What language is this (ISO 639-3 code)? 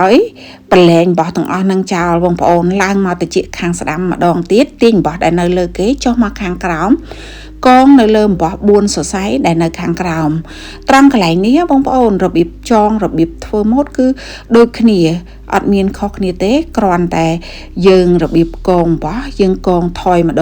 khm